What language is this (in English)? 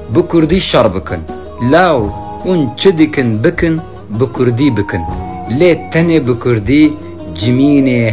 Kurdish